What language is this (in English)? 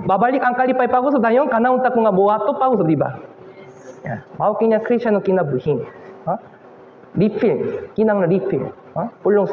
Cebuano